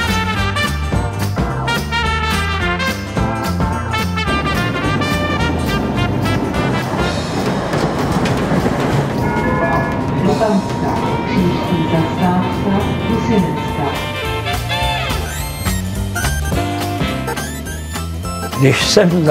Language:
Czech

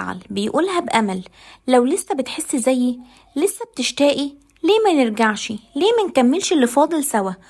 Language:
Egyptian Arabic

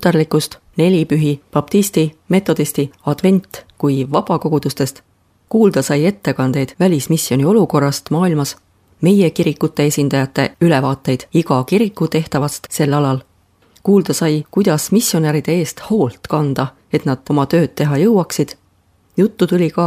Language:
Estonian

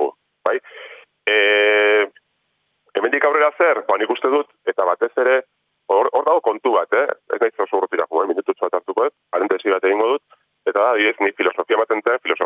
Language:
Basque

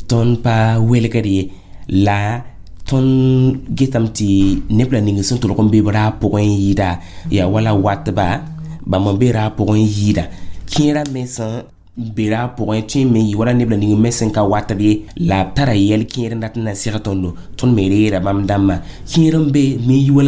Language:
Mossi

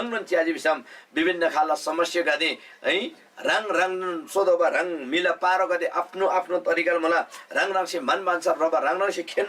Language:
Eastern Tamang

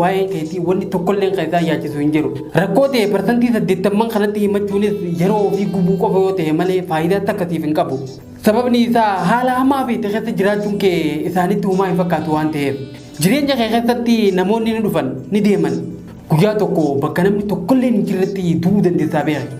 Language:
Oromo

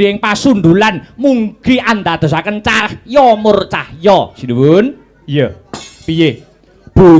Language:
Javanese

